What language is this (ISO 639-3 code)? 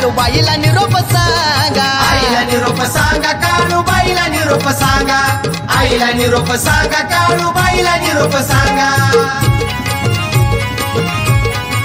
mar